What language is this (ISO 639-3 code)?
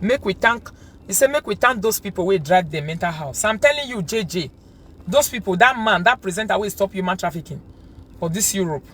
pcm